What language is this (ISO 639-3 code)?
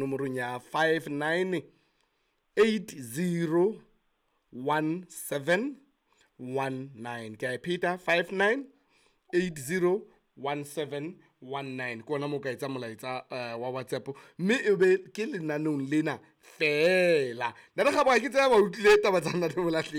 sot